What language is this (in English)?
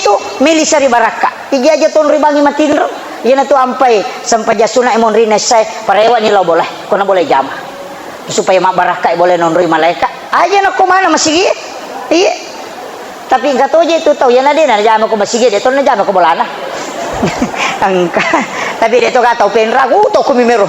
Buginese